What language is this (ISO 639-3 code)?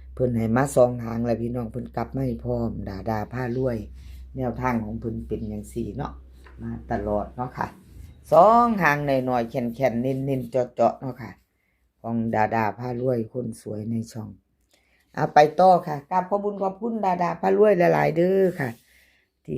tts